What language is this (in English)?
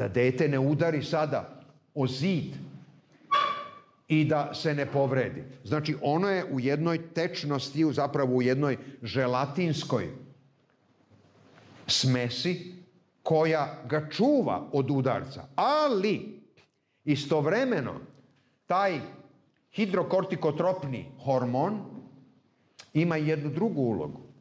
Serbian